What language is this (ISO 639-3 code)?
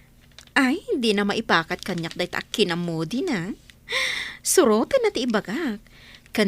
ilo